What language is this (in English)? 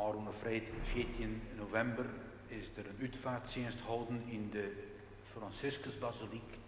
Western Frisian